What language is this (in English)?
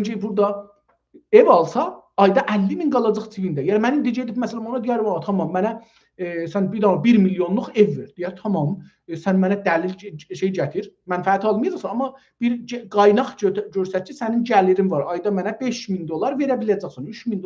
South Azerbaijani